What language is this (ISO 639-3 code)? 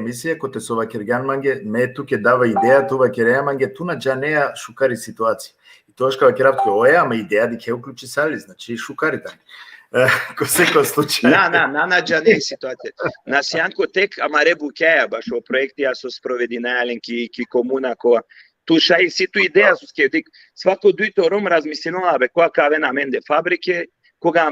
rmn